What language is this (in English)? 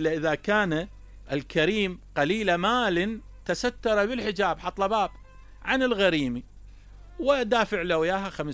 Mesopotamian Arabic